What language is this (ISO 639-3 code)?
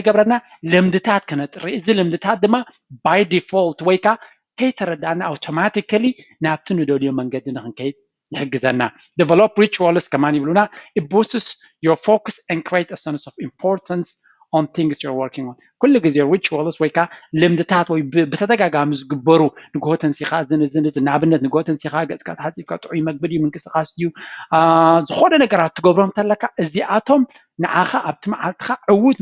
tir